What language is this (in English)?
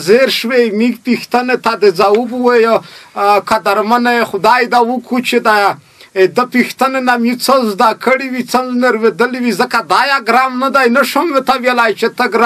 Pashto